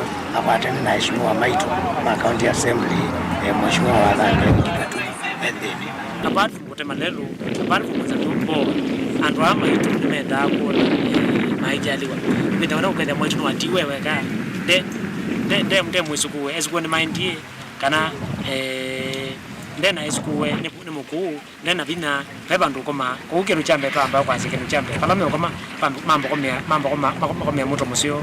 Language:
Kamba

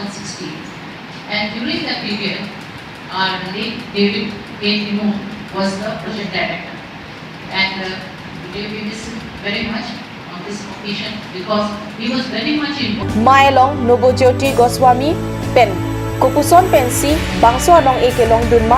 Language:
Karbi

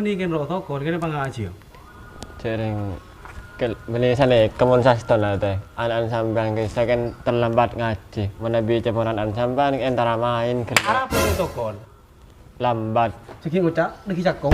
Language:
Madurese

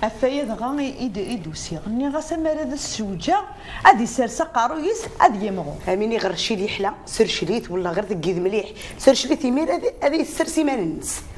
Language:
Kabyle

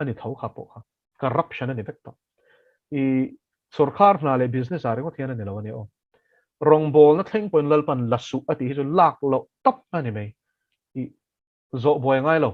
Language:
Mizo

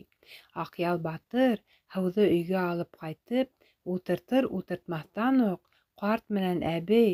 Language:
Bashkir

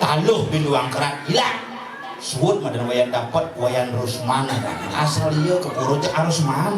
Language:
Balinese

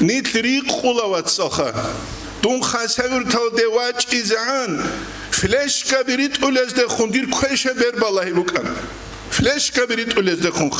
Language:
Avaric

